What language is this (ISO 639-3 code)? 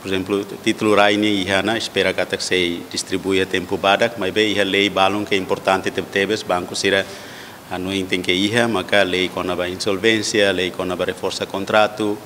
tet